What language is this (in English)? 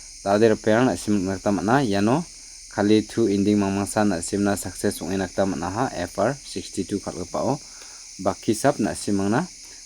Garo